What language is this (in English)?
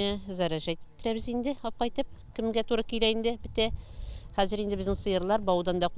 Tatar